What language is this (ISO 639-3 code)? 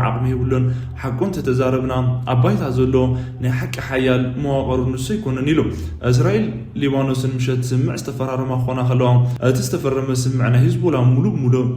tir